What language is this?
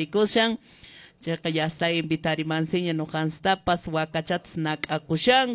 Quechua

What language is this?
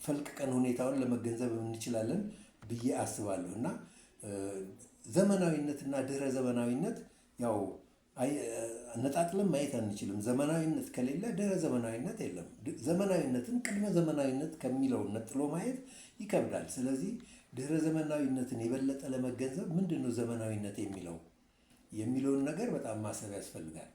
Amharic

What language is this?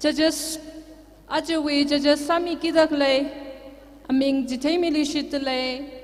Tangkhul Naga (India)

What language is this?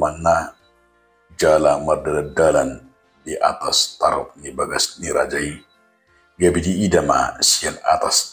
Batak Toba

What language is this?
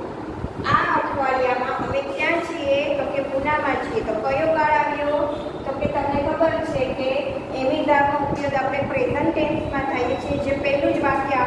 Gujarati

